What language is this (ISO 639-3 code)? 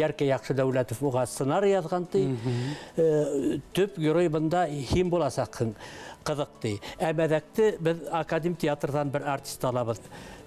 bak